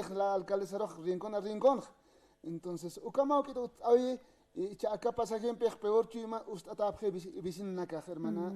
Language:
Aymara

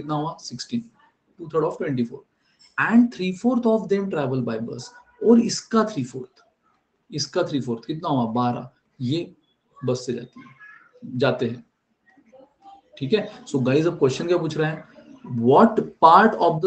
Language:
Hindi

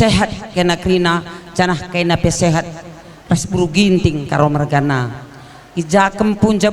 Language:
Batak Karo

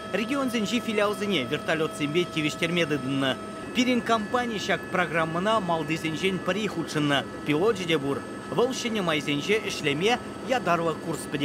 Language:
Chuvash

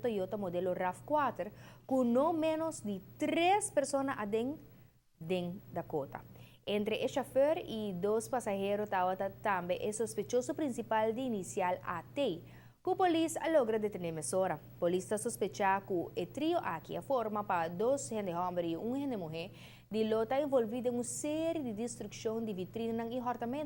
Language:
Papiamento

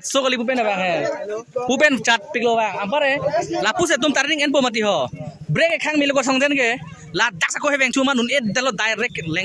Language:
Karbi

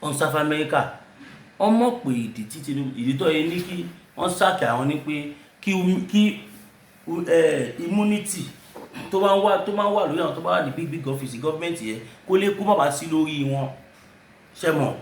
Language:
Yoruba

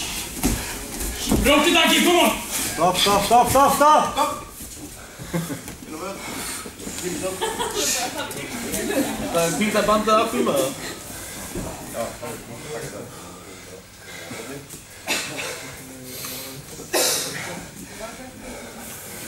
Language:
Icelandic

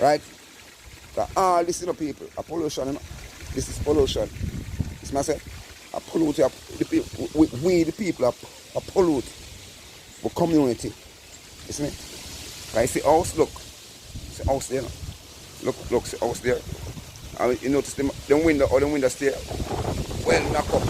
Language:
Jamaican Creole English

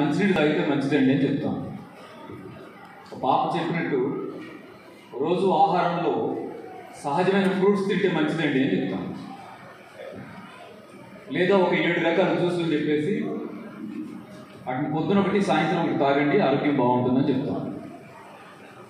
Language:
Telugu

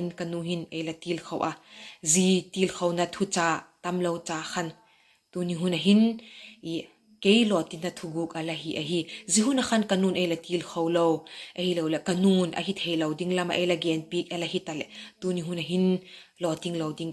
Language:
Vaiphei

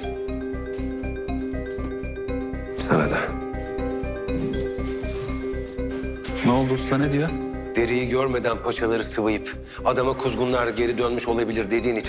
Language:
Turkish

